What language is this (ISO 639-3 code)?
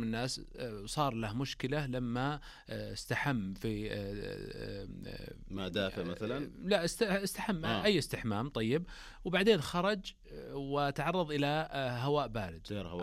ars